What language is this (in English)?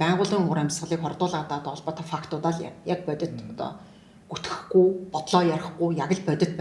Mongolian